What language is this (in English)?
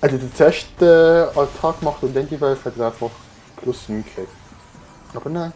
Swiss German